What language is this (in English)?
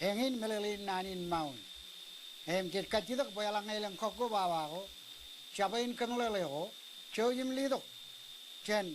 Marshallese